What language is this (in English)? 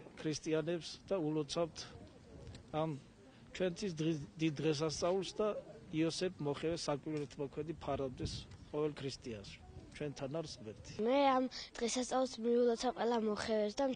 Georgian